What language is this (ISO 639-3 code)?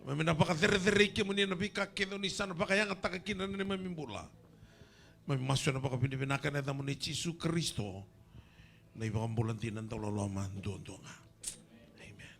fij